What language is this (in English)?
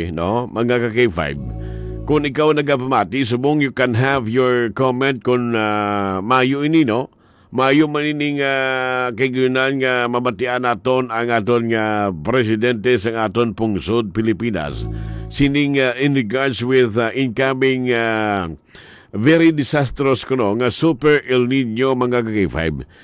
Hiligaynon